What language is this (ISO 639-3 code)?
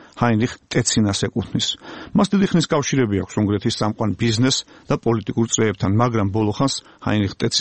kat